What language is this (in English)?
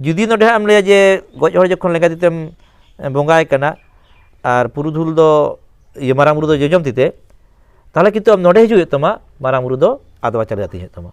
Santali